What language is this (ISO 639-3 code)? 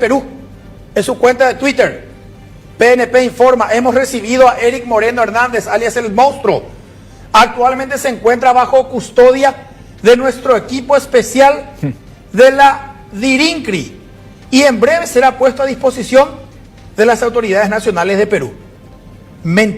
quy